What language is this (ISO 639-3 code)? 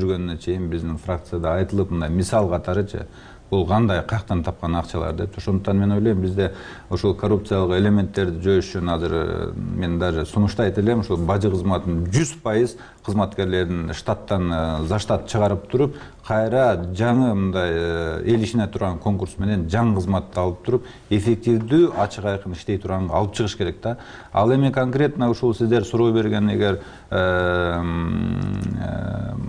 kir